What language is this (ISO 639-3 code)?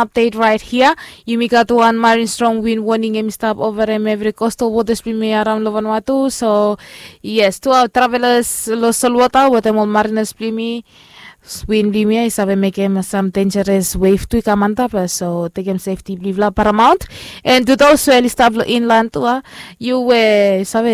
bis